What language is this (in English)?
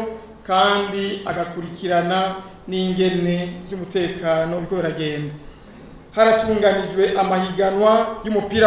Rundi